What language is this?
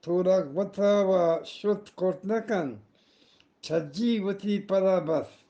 Eastern Balochi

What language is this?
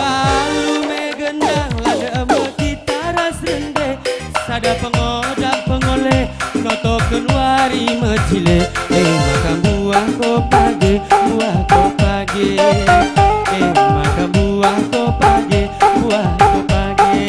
Batak Karo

